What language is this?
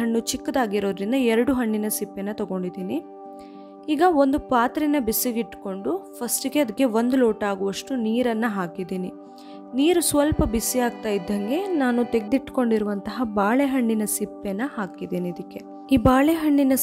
Kannada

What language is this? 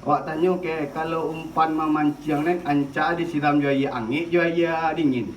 Minangkabau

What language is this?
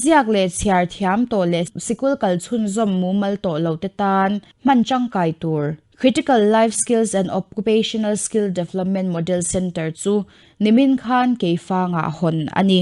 Mizo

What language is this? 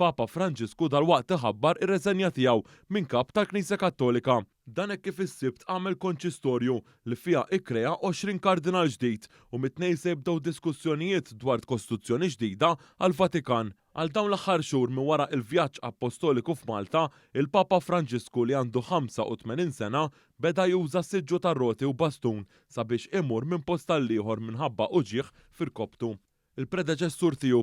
Maltese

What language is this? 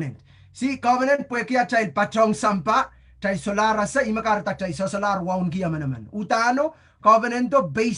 Pohnpeian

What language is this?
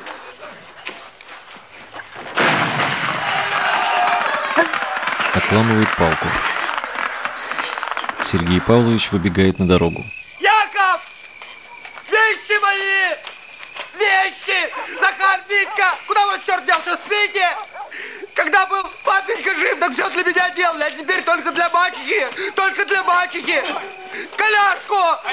Russian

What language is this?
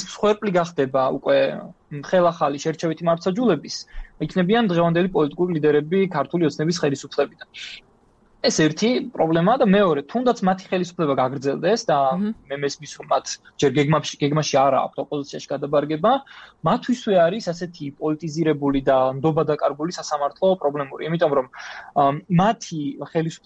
Georgian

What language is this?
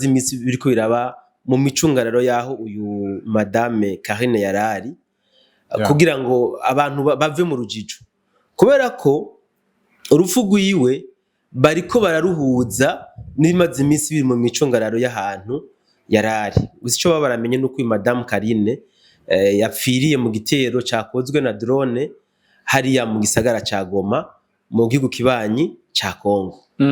Rundi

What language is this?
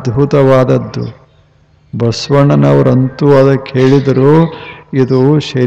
Kannada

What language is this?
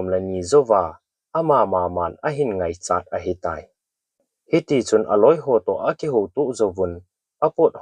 Thado Chin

